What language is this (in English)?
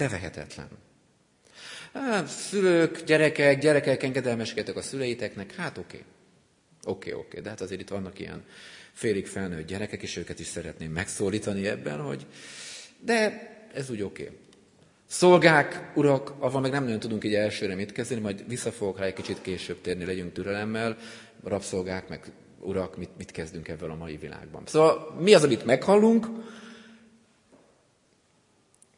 Hungarian